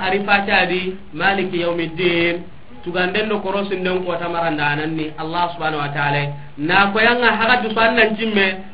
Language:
Soninke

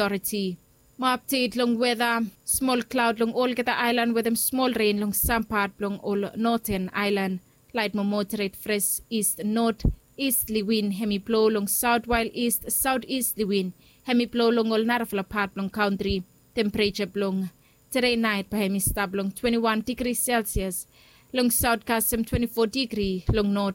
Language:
Bislama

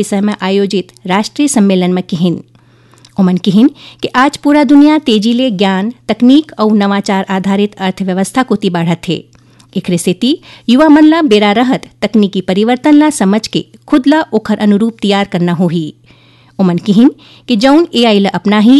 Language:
Chhattisgarhi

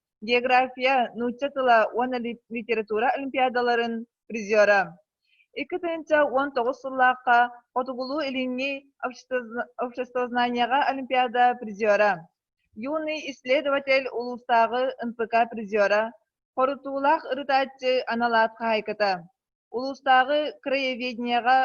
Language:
Yakut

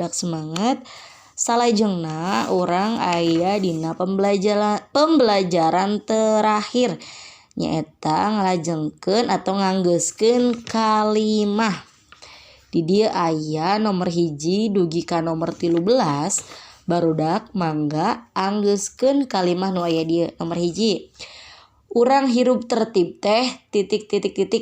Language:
Sundanese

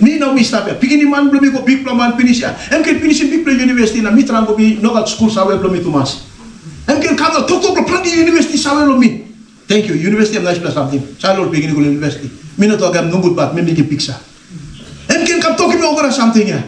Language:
Tok Pisin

